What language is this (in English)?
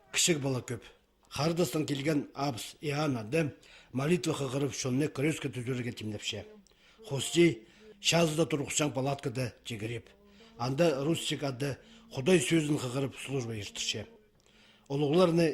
Khakas